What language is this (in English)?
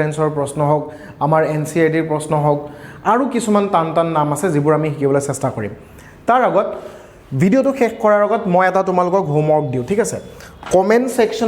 Assamese